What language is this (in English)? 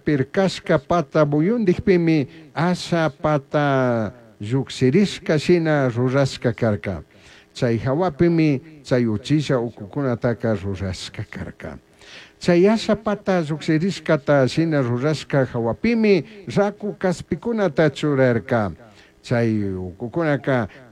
Chimborazo Highland Quichua